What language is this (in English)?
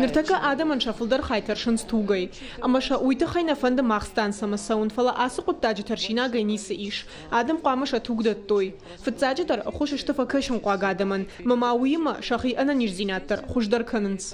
Ossetic